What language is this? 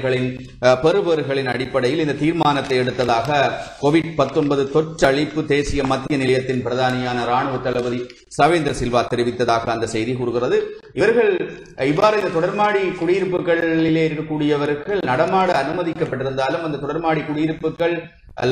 Tamil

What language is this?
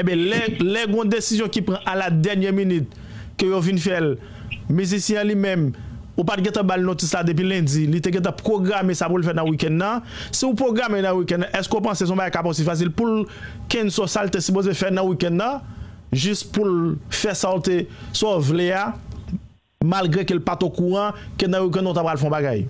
Haitian Creole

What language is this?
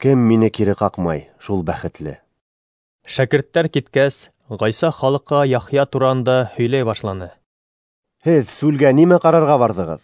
Bashkir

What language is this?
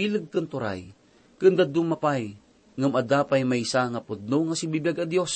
Iloko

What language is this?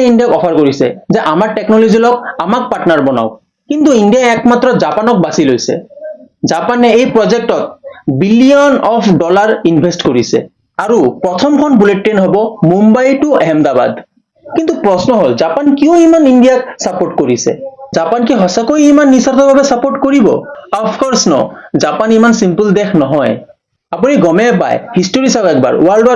Assamese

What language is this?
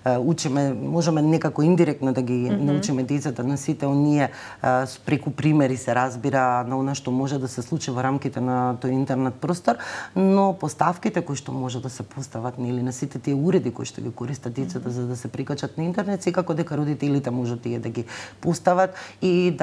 Macedonian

